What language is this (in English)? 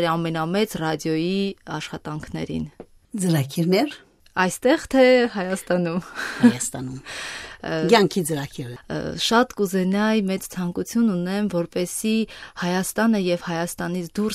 Armenian